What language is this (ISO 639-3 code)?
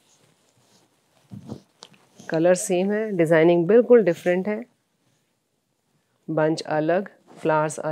hin